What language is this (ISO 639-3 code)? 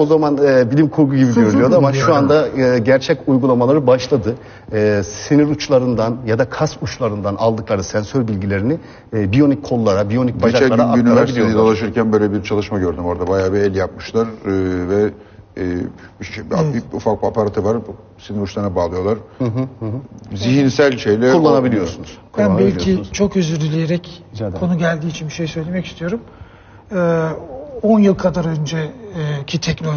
tur